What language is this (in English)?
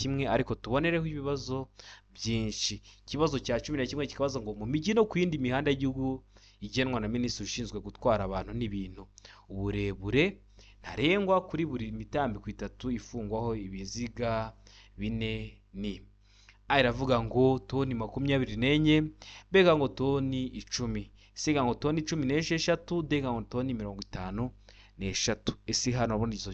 Kinyarwanda